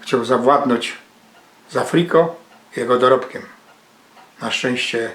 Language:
Silesian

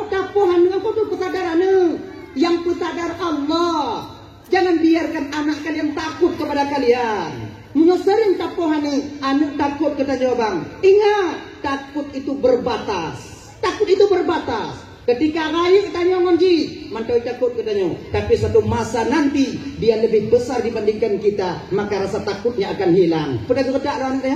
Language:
Achinese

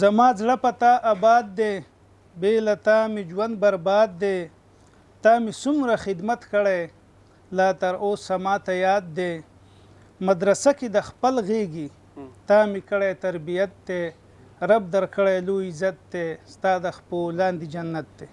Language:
Pashto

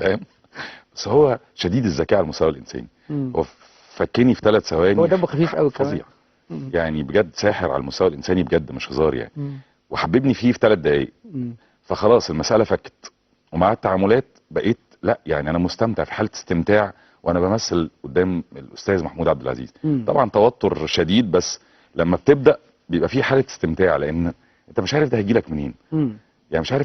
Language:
Egyptian Arabic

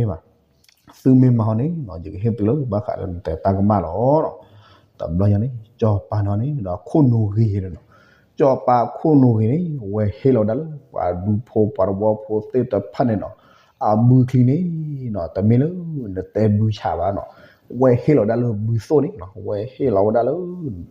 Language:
S'gaw Karen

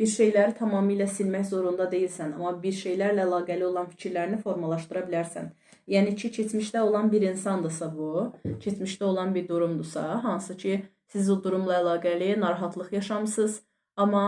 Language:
Azerbaijani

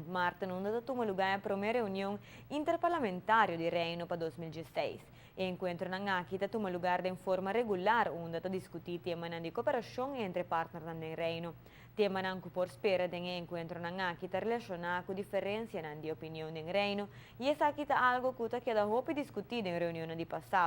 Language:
Papiamento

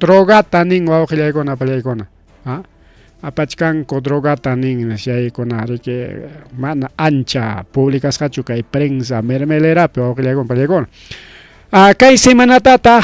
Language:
Ayacucho Quechua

